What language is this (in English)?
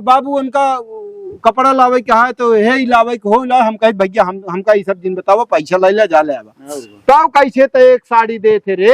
Awadhi